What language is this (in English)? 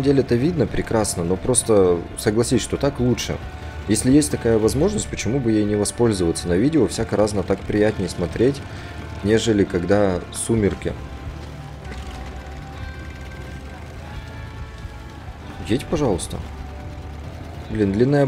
Russian